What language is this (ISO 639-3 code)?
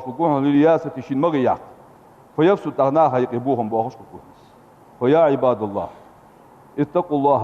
inh